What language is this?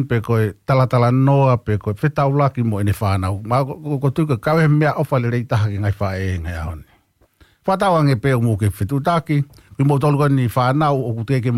Tongan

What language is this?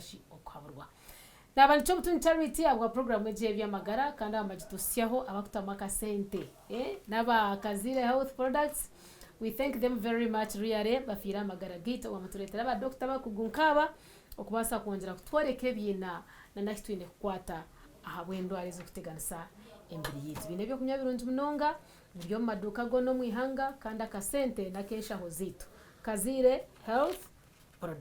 Nyankole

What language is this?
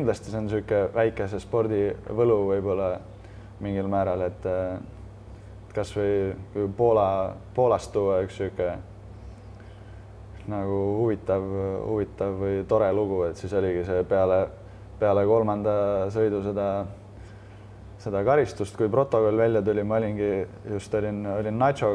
Estonian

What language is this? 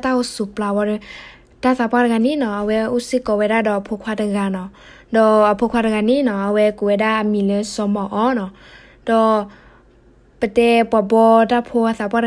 S'gaw Karen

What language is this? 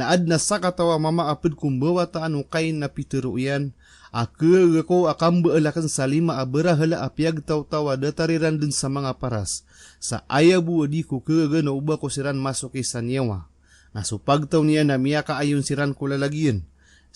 Maranao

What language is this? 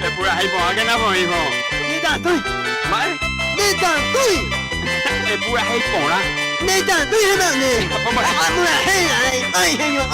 Guarani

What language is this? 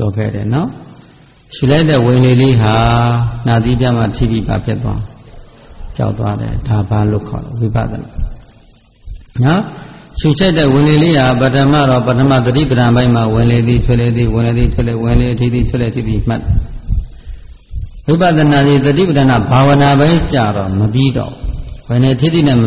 Burmese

